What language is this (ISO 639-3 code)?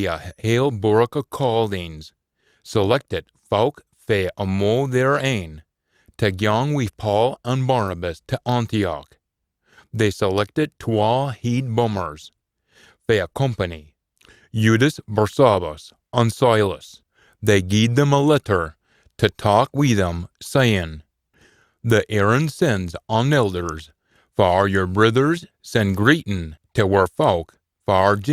sco